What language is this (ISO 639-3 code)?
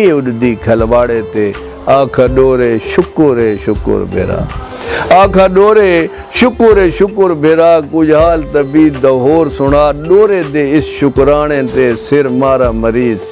skr